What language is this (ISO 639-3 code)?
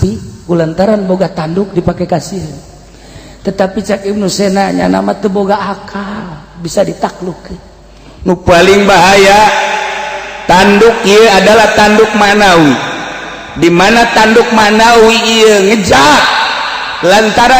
sun